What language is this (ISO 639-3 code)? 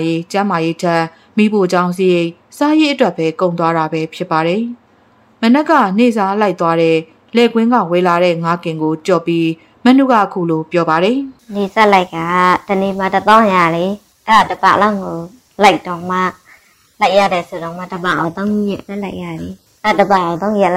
mya